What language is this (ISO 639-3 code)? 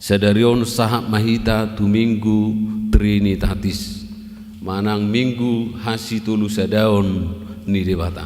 bbc